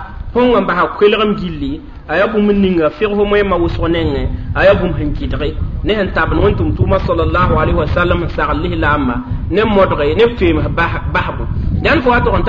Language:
Mossi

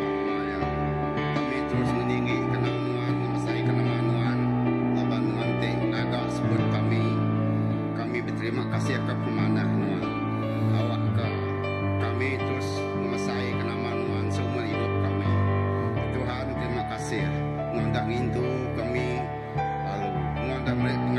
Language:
Iban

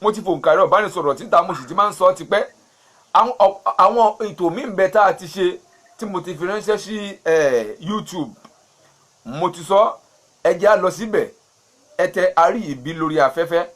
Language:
Yoruba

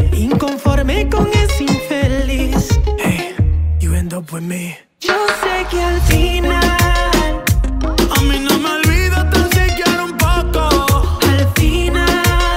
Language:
Spanish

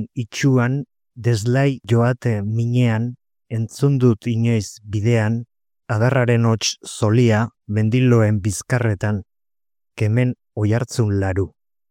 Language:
Basque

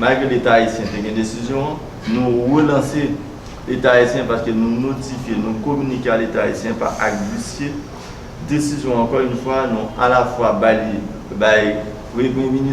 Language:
Haitian Creole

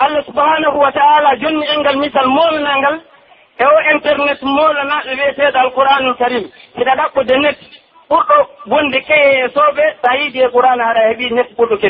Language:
Pular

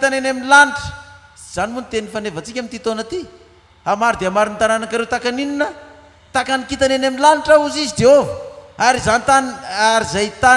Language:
Malagasy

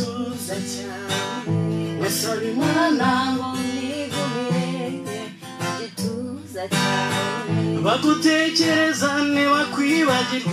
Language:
Kinyarwanda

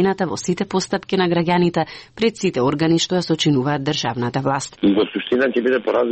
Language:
Macedonian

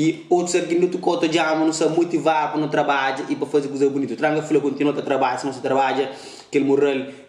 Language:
Kabuverdianu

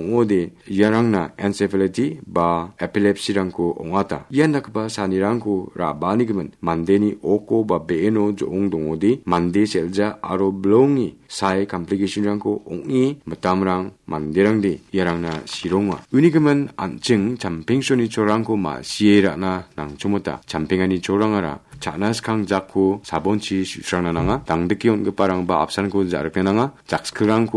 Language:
Garo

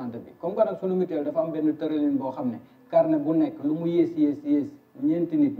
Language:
Wolof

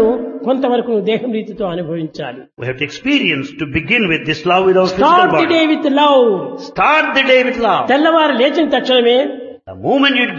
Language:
Telugu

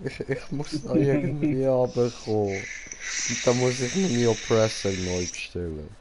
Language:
Swiss German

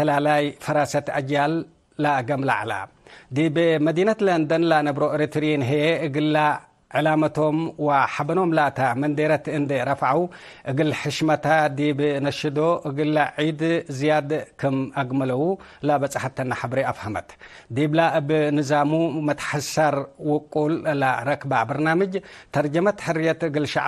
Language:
Tigre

